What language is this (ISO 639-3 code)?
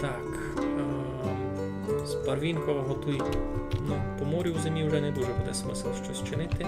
rue